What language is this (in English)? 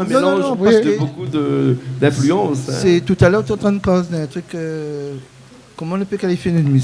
Réunion Creole French